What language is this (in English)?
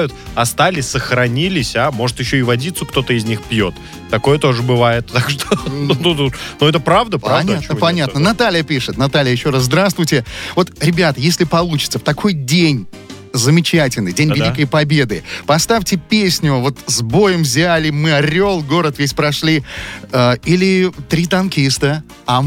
Russian